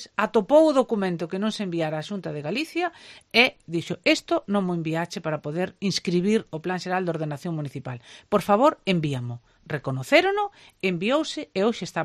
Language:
Galician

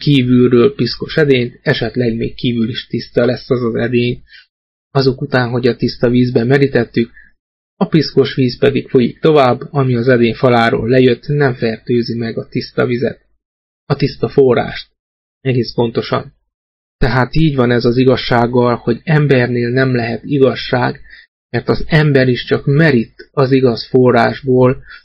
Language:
Hungarian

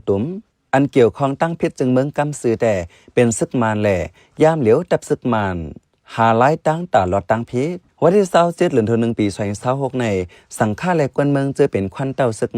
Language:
Shan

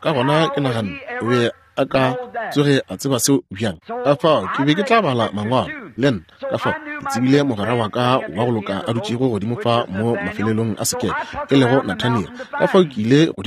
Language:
Northern Sotho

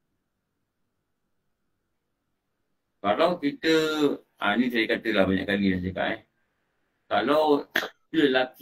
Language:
Malay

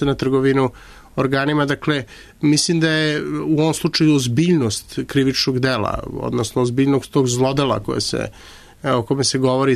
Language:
Serbian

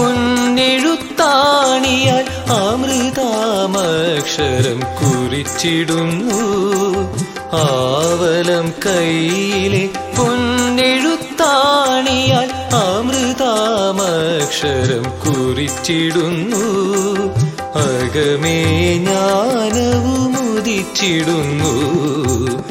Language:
Malayalam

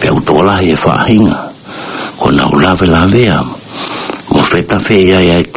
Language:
Tongan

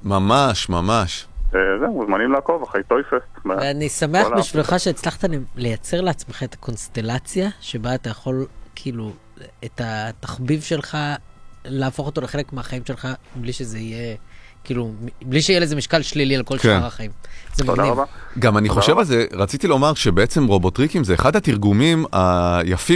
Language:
Hebrew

